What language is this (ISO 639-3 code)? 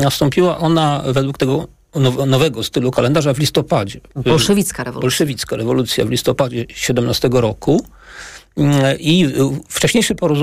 pol